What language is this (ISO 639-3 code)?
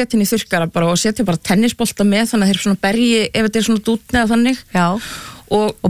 isl